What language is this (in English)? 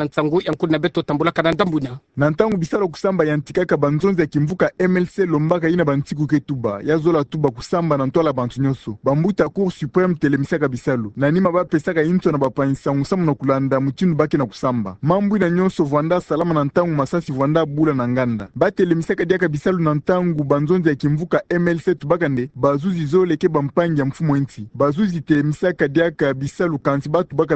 Kituba (Democratic Republic of Congo)